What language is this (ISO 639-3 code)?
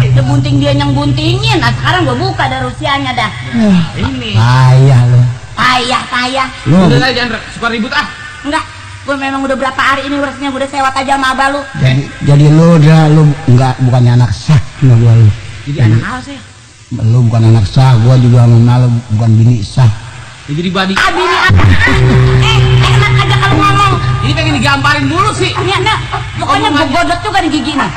bew